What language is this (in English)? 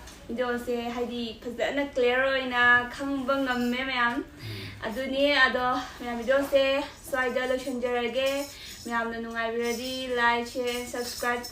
Manipuri